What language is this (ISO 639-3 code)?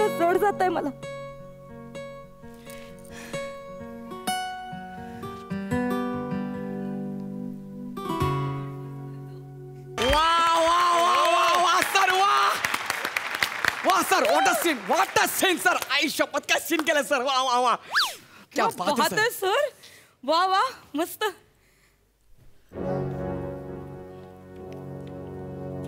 mar